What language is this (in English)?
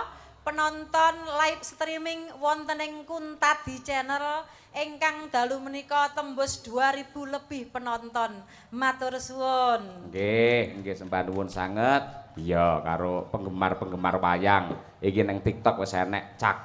Javanese